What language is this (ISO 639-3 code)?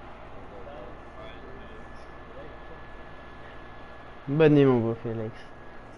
fra